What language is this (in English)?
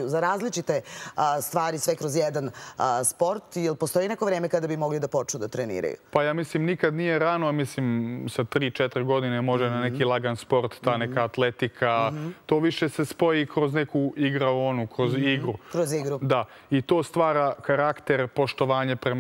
Serbian